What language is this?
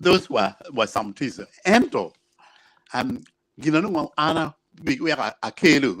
Acoli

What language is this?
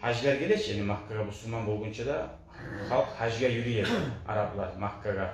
Kumyk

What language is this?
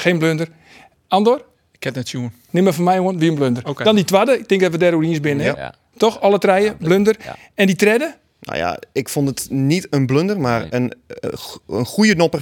Western Frisian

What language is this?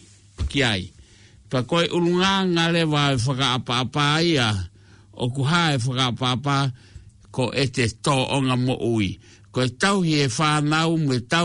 Tongan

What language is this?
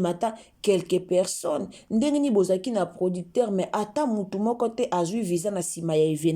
Lingala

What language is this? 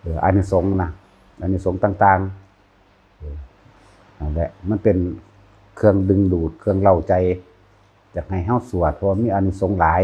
Northeastern Thai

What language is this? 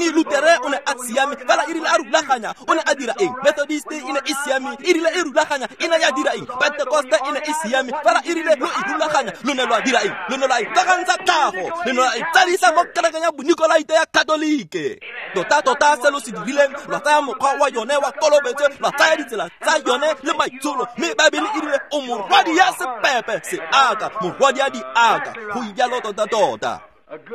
Tswana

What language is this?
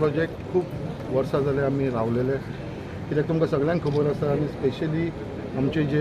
Konkani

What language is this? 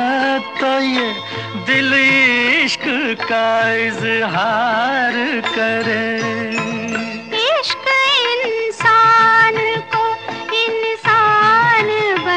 Hindi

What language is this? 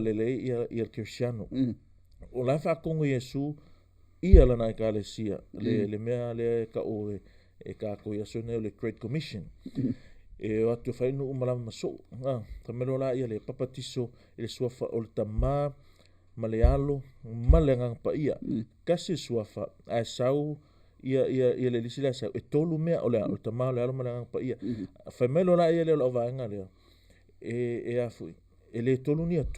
Samoan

